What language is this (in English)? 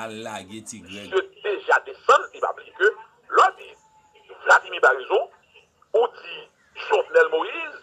Haitian Creole